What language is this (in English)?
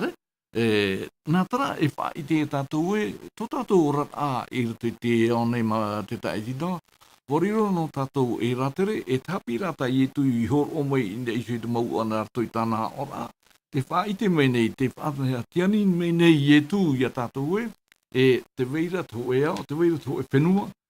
Tahitian